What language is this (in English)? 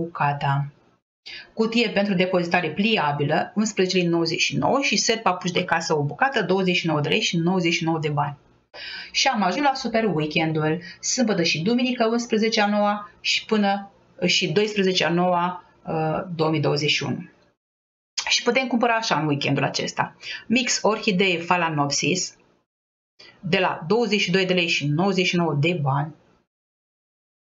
Romanian